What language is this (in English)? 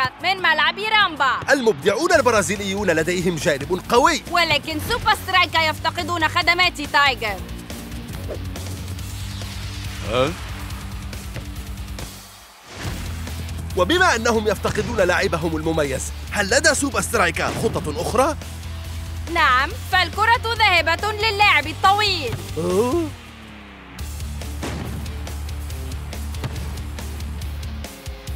Arabic